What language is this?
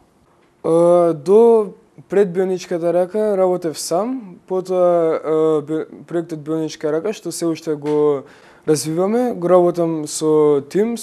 Macedonian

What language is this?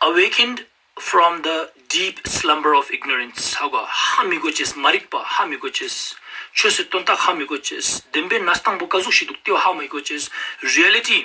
Ladakhi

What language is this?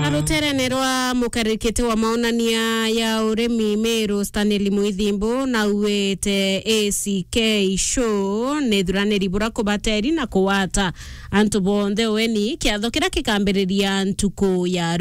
Meru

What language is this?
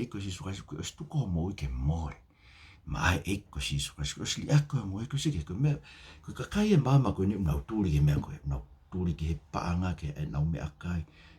Tongan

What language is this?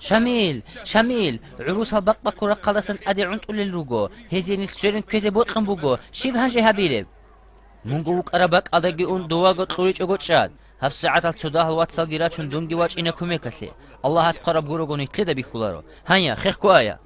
Avaric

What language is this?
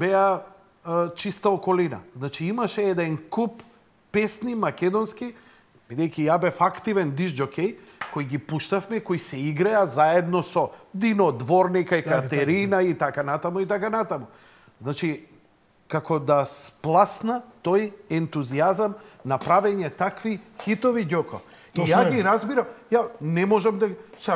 Macedonian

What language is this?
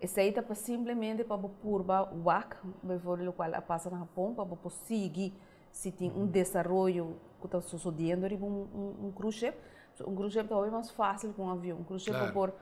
Papiamento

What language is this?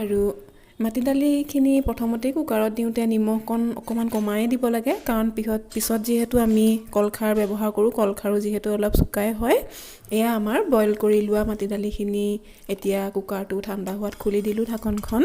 Assamese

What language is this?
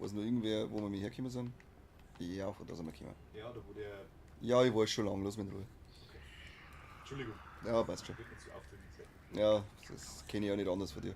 Bavarian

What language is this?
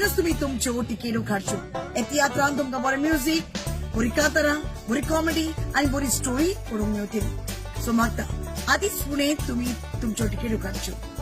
Konkani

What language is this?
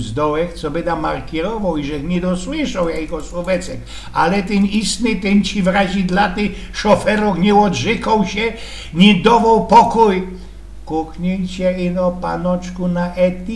Silesian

